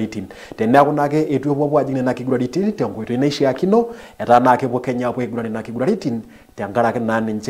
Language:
Masai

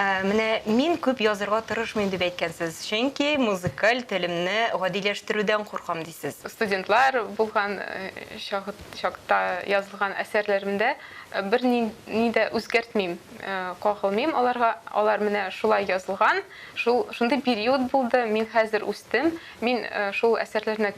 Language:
Tatar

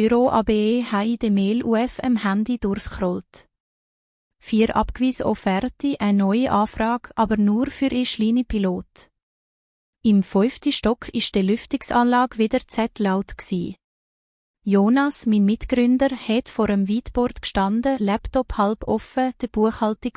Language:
Swiss German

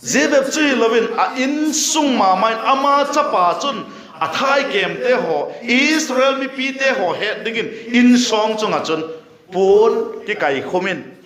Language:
Vaiphei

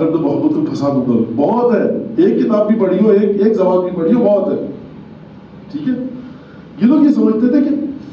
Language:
Urdu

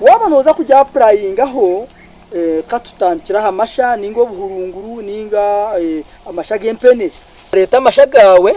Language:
Nyankole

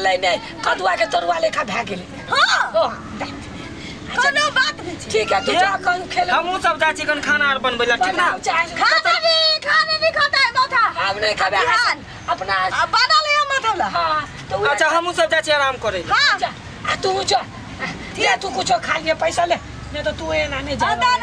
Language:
Maithili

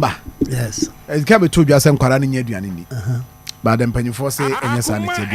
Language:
Akan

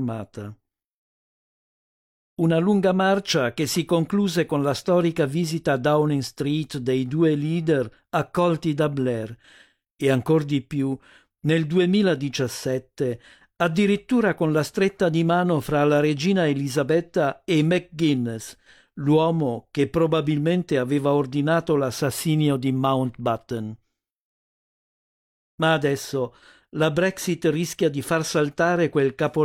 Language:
Italian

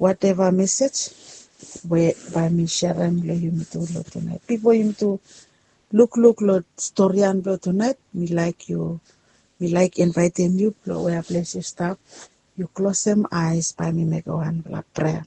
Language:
Bislama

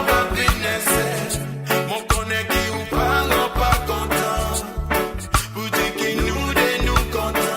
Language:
Morisyen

